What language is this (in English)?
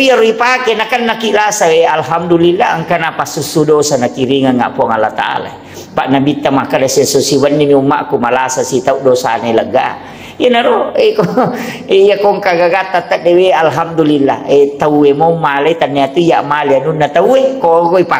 Buginese